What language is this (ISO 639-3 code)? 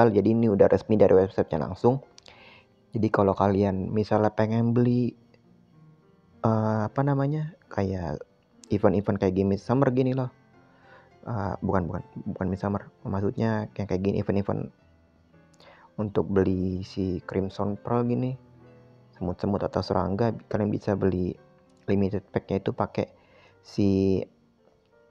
ind